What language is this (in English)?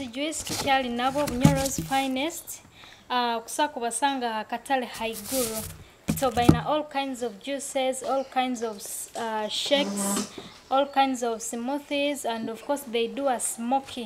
Nyoro